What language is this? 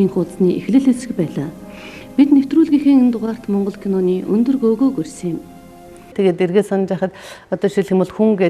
Mongolian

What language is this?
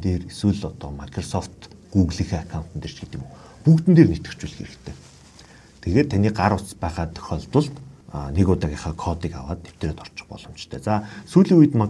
Mongolian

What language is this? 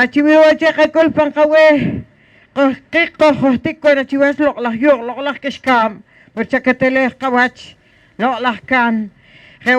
Poqomchi'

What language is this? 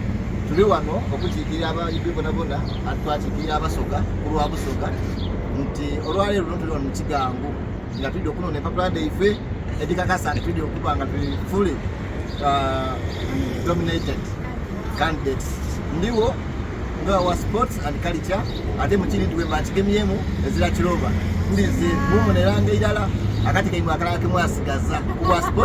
Soga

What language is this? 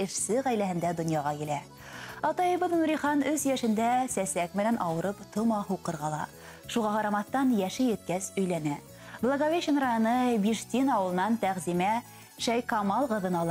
Bashkir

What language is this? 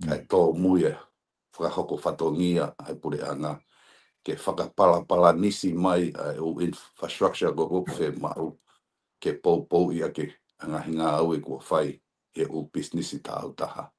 Tongan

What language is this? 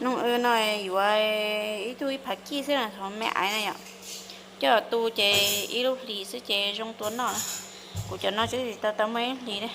Hmong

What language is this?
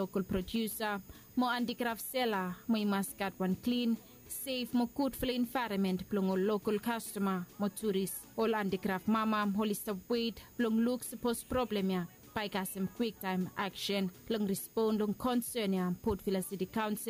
Bislama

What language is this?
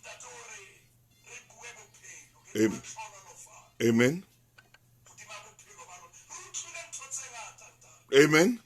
Southern Sotho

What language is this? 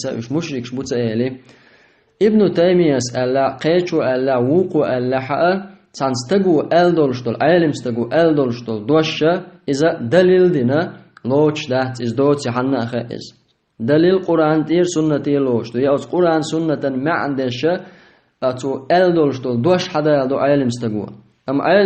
Chechen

